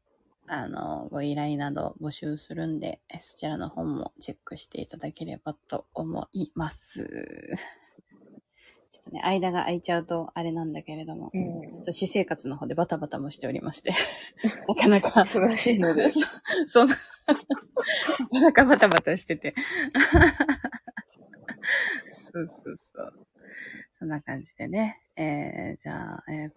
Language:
Japanese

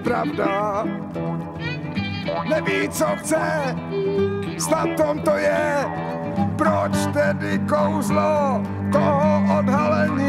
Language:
Czech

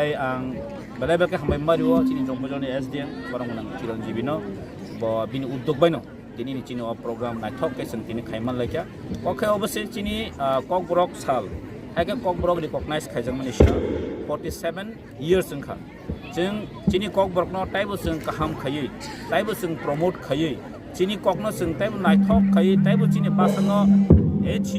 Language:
Kok Borok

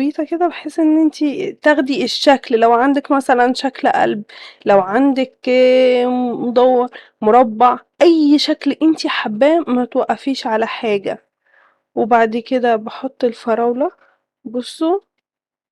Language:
Egyptian Arabic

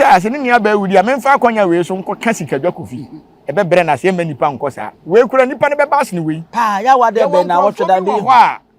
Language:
Akan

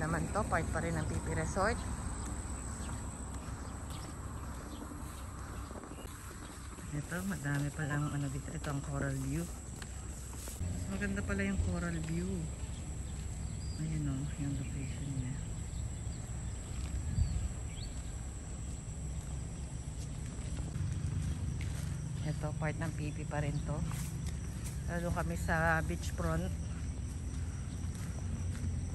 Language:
Filipino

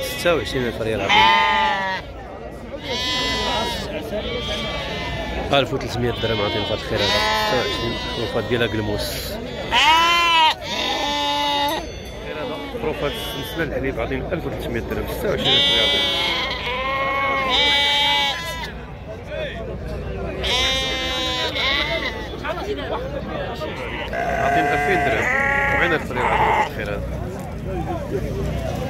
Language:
Moroccan Arabic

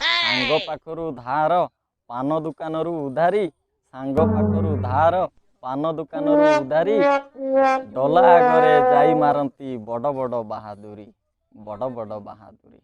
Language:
Odia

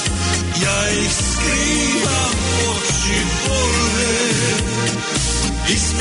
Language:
Croatian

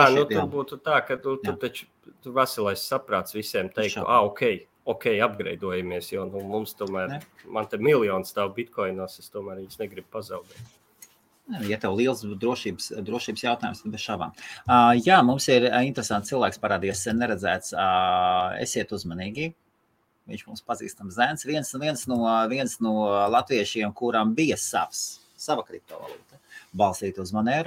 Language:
Latvian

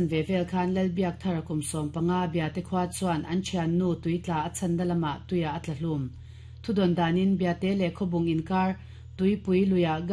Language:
Mizo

